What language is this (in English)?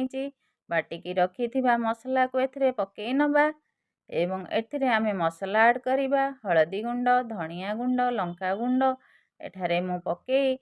Odia